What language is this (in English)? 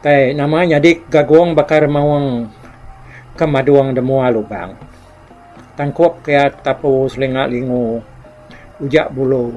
Iban